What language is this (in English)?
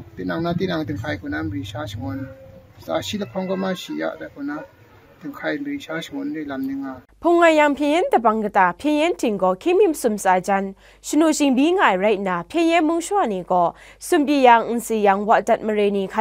Kachin